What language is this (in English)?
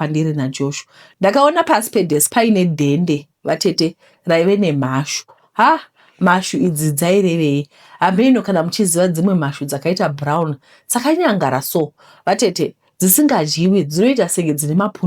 Shona